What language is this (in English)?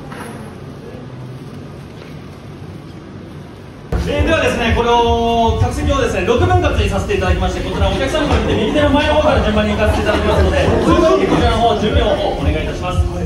Japanese